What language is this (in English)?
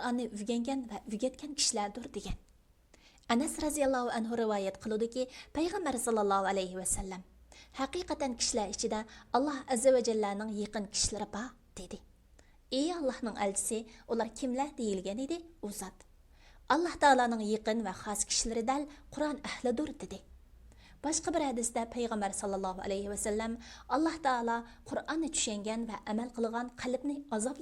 Uyghur